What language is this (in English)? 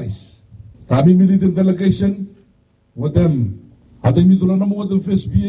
Bislama